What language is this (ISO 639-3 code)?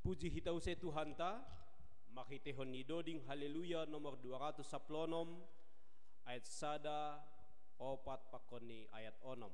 bts